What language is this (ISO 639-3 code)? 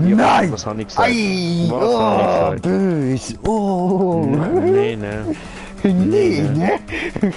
gsw